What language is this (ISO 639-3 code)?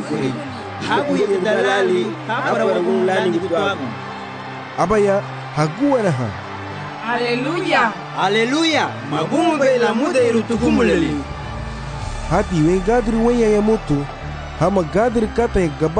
cab